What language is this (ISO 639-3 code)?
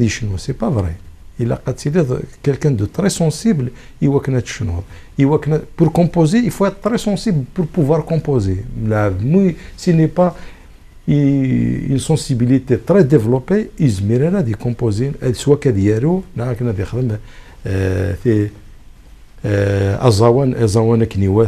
kab